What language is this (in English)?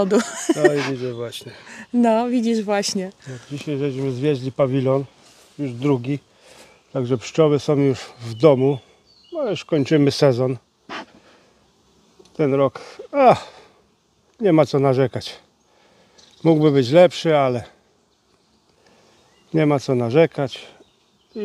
Polish